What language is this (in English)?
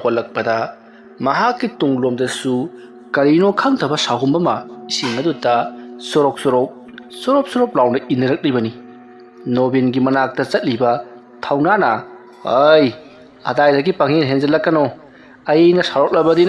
Manipuri